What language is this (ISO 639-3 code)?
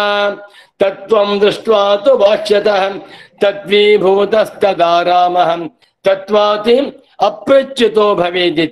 san